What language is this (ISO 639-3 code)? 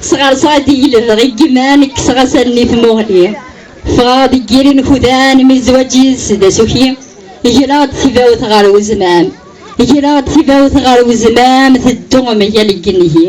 kab